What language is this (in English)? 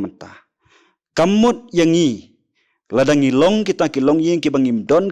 Khasi